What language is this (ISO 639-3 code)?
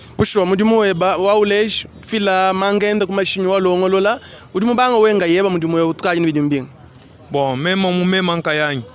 lua